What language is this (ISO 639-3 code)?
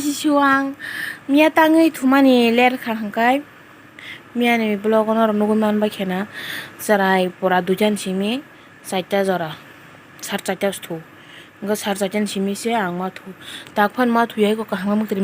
trp